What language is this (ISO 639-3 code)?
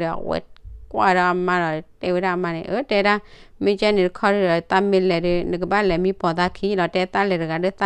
ksw